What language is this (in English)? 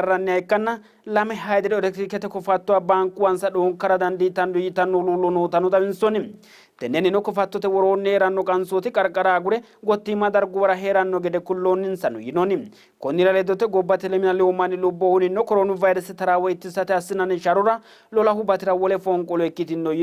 Sidamo